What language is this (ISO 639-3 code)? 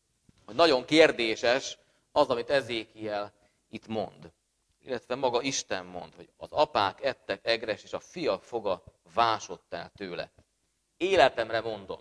hun